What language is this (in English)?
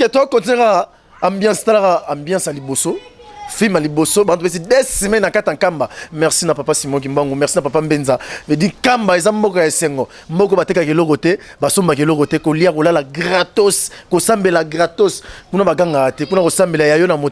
Lingala